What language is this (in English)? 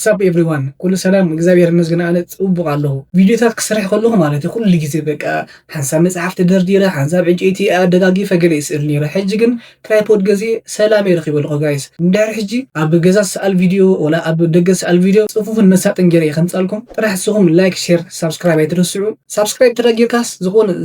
Tigrinya